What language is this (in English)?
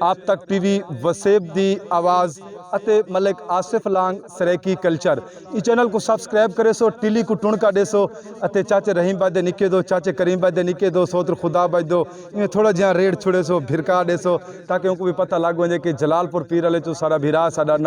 Saraiki